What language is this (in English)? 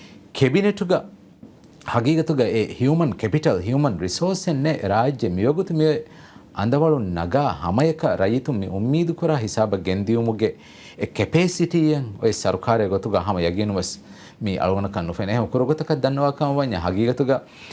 Divehi